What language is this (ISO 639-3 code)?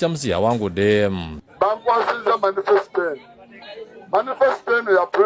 lug